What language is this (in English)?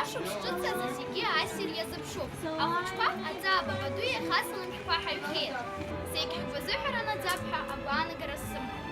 Abkhazian